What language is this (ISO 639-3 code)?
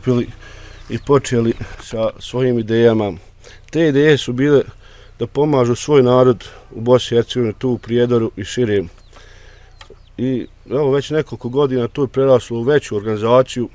bos